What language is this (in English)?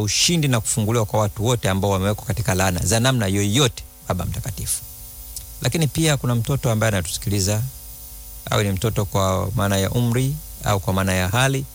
Swahili